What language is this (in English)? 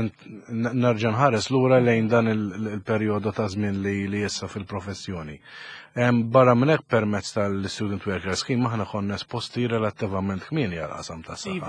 Maltese